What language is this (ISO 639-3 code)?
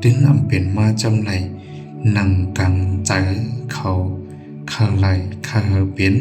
shn